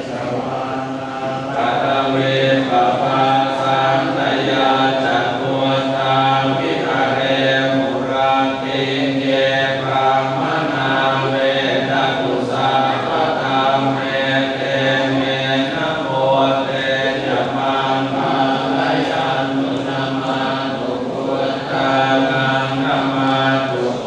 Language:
Pali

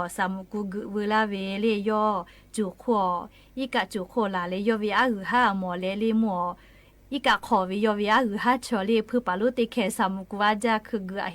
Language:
Lahu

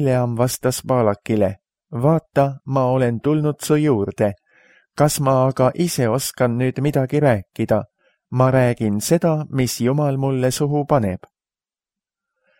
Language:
Estonian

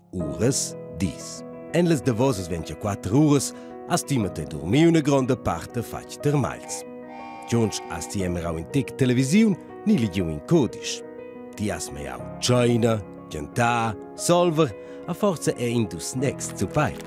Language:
Romansh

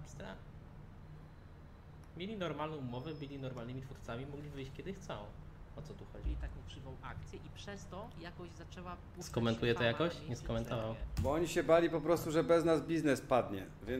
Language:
Polish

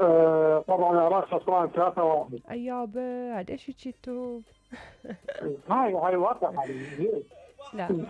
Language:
Mesopotamian Arabic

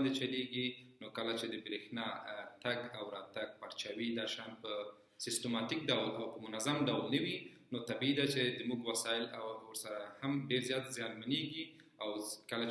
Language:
Pashto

